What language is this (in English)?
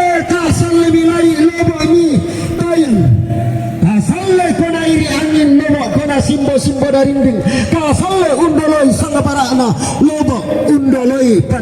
Toraja-Sa'dan